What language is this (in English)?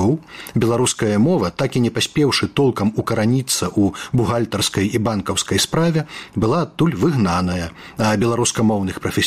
Belarusian